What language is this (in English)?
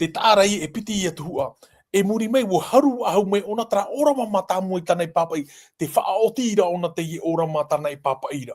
Tahitian